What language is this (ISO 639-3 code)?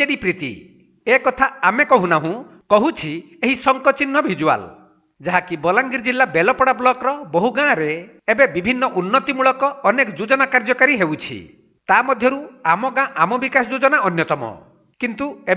ori